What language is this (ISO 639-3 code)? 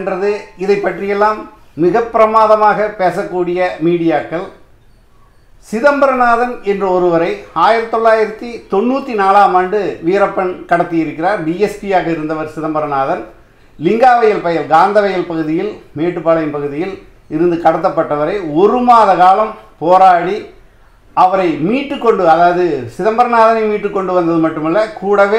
tam